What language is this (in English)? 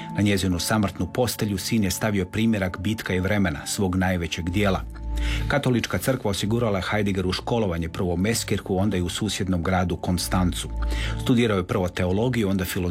Croatian